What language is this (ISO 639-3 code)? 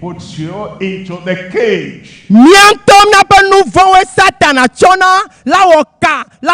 ewe